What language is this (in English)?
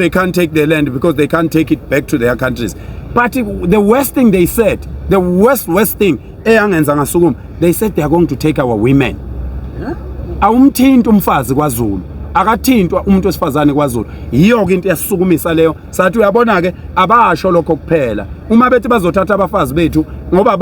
Zulu